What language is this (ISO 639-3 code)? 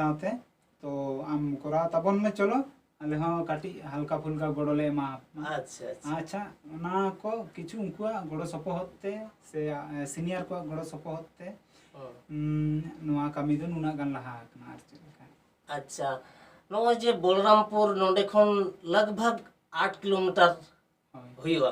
sat